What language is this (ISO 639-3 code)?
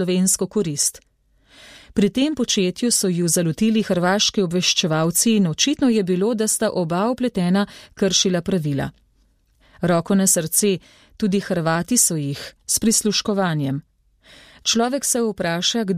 slv